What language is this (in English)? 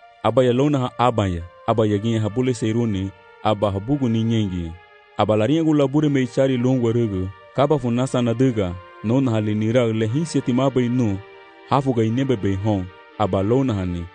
Garifuna